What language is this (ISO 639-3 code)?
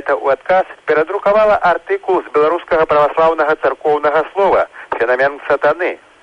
bel